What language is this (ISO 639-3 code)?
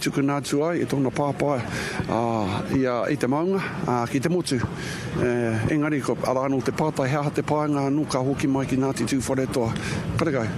mri